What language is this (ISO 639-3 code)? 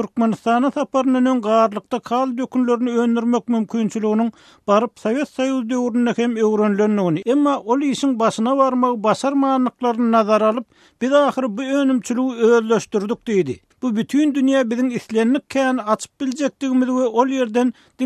tuk